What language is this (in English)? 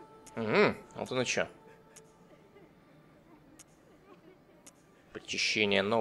Russian